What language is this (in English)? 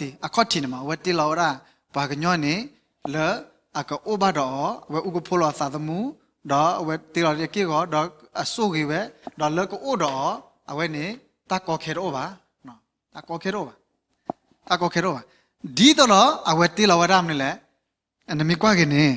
S'gaw Karen